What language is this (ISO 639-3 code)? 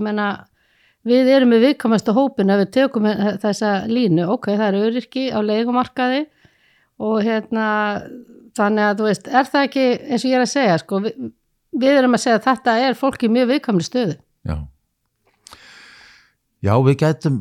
isl